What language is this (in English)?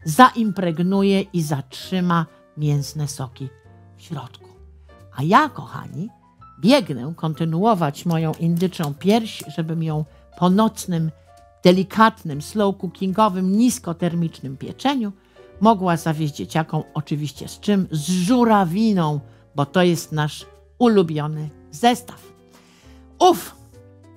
Polish